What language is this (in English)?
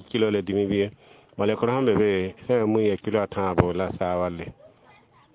Mossi